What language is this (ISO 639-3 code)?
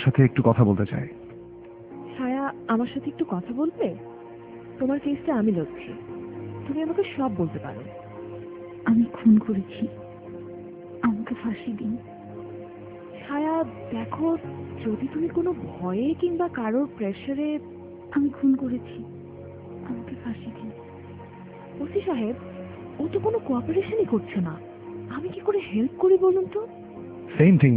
ben